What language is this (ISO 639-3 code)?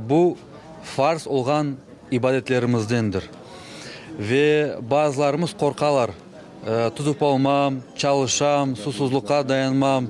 crh